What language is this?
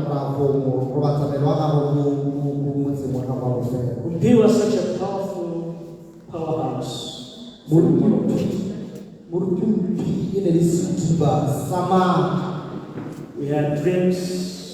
Tswana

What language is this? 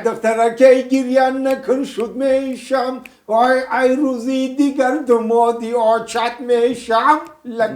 Tajik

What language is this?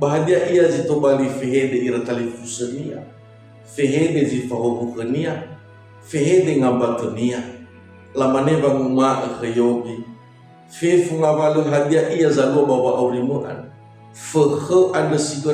Nias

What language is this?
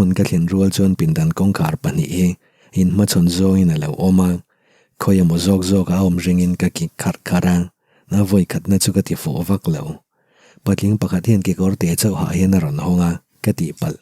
Mizo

